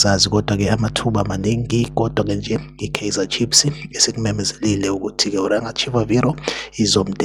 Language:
Zulu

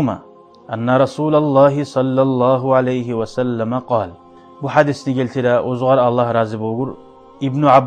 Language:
Kumyk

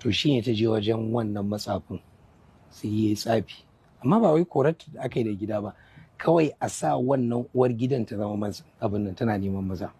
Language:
Hausa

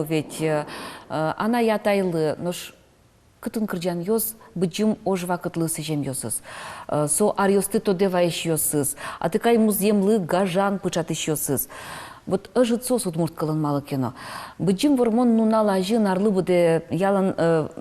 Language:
Udmurt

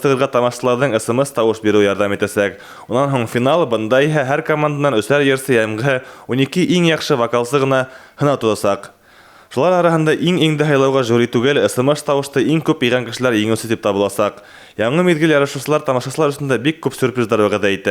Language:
Bashkir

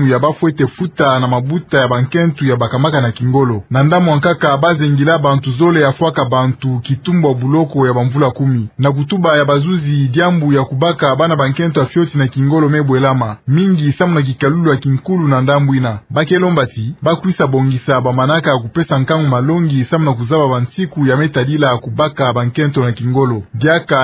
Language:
Kituba (Democratic Republic of Congo)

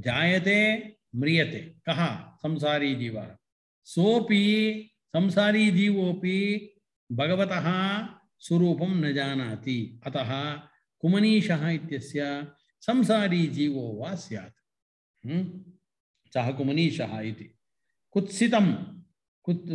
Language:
Sanskrit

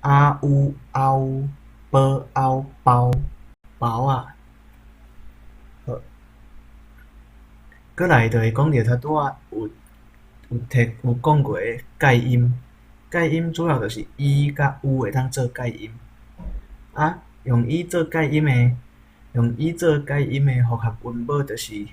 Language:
Min Nan Chinese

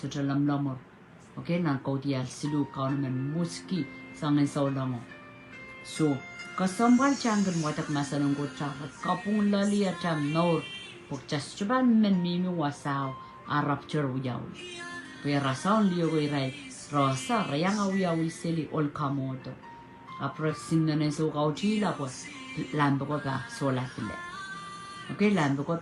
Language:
Pohnpeian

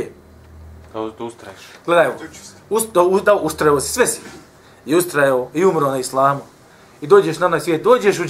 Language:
Bosnian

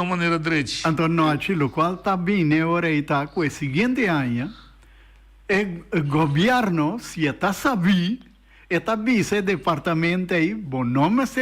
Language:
Papiamento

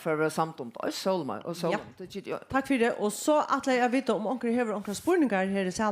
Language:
Faroese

